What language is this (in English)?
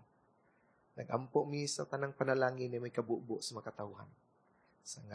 Cebuano